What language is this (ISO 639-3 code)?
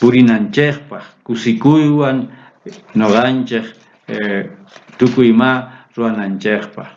quh